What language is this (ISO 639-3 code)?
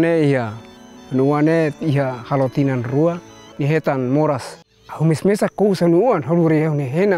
tet